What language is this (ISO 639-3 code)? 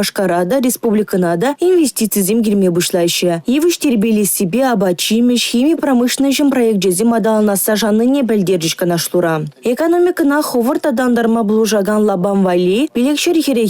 chv